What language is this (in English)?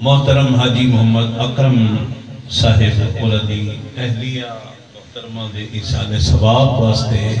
Saraiki